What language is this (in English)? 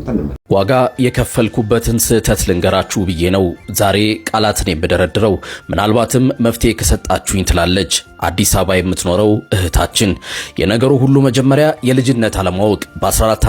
Amharic